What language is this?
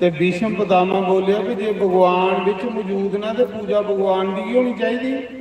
Dogri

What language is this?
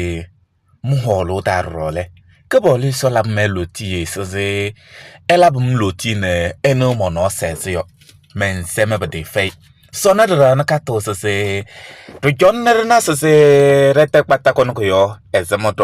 Kabiyè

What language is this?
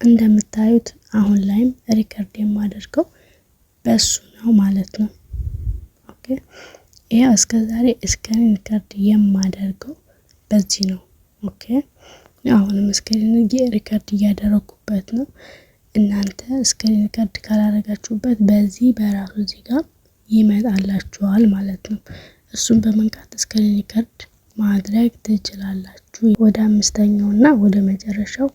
Amharic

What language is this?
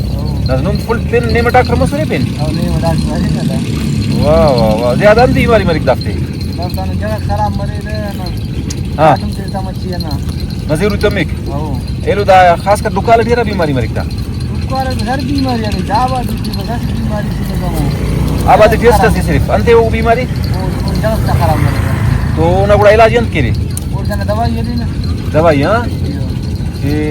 Brahui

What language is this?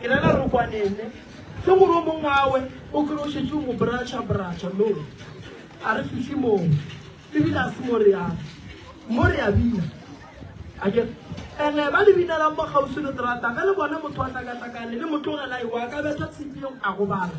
Northern Sotho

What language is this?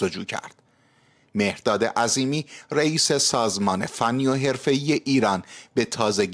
Persian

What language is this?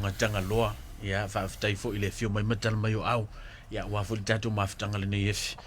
Samoan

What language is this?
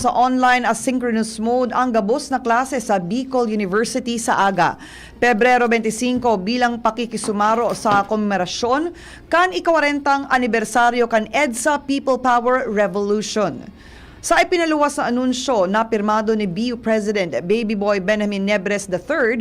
Bikol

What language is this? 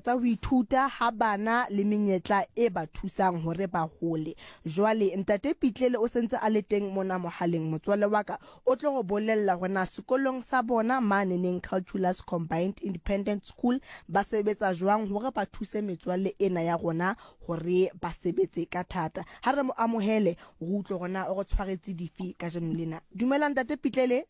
Southern Sotho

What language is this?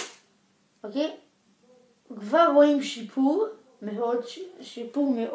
Hebrew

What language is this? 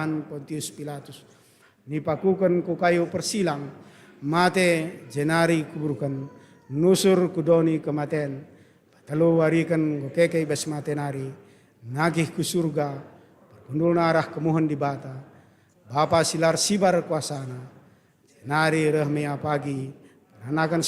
Batak Karo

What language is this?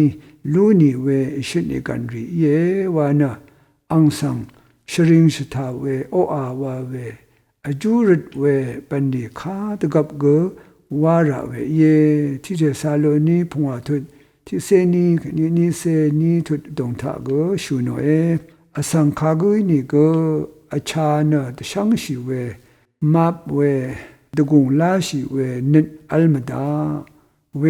Rawang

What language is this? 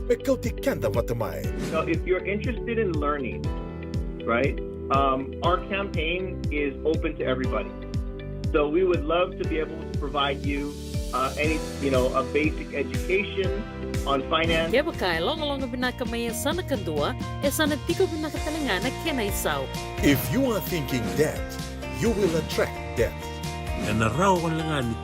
Fijian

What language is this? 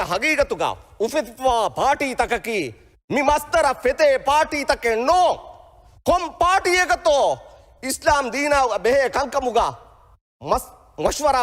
Divehi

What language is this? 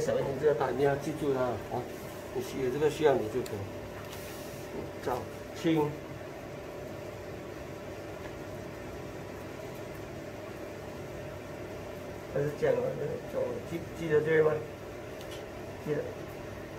Chinese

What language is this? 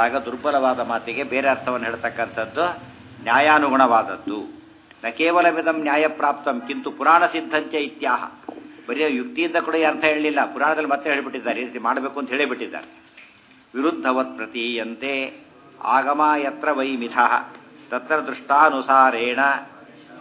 Kannada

